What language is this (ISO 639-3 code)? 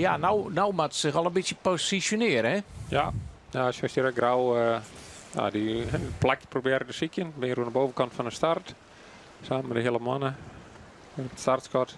fry